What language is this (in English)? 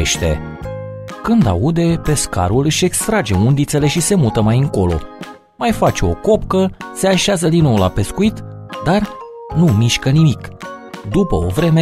Romanian